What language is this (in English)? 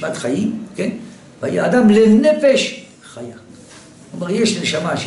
Hebrew